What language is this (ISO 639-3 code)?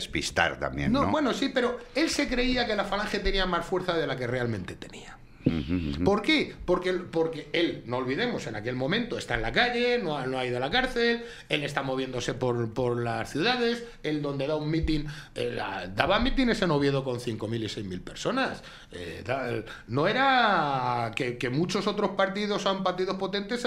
spa